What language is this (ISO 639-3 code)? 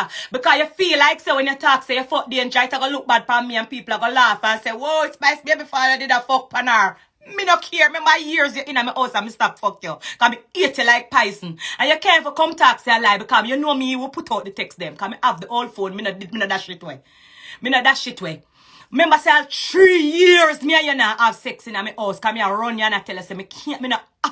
jam